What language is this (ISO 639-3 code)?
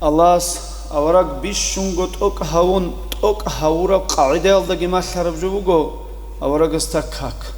ava